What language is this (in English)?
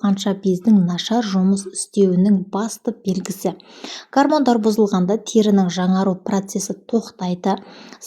Kazakh